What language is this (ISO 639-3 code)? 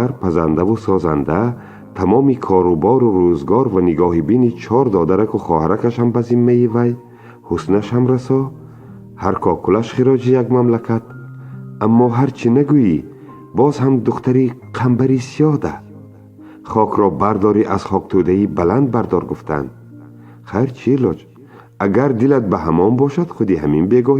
tgk